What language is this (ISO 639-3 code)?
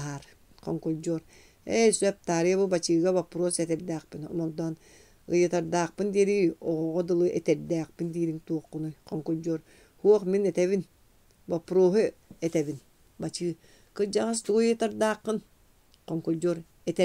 sah